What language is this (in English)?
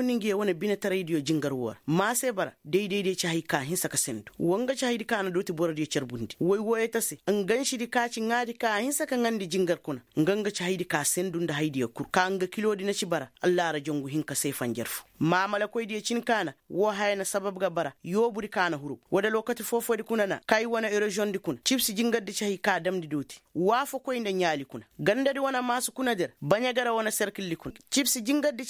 Koyraboro Senni